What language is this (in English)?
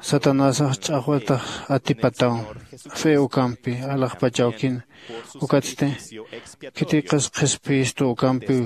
Aymara